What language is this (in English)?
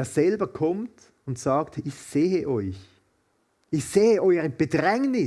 Swiss German